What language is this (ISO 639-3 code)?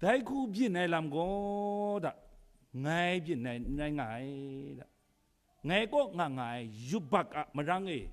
kac